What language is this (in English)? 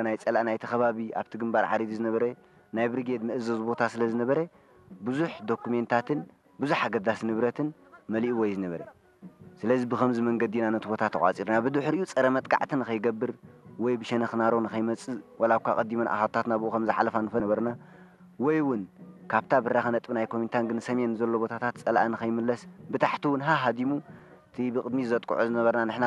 Tigrinya